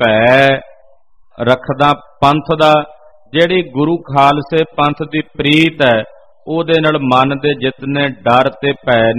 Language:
Punjabi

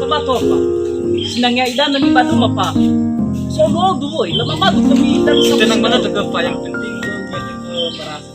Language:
Nias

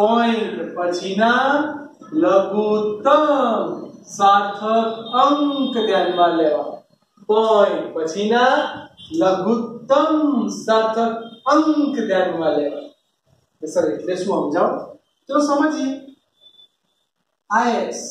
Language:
Gujarati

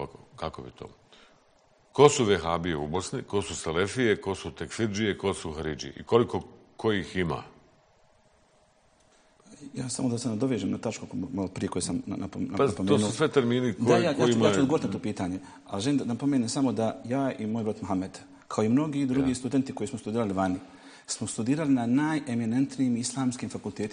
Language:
Bosnian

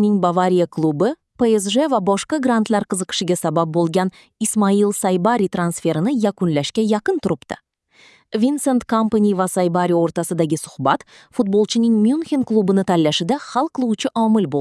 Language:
Uzbek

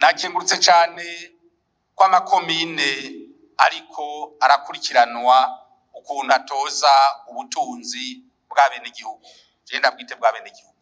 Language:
Rundi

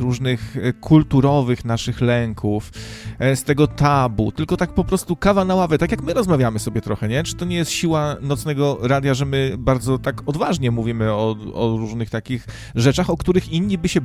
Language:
Polish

